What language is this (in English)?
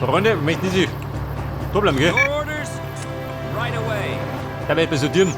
Bavarian